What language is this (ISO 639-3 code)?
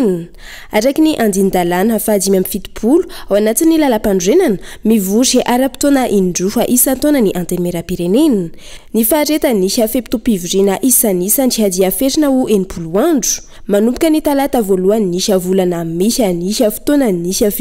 mlg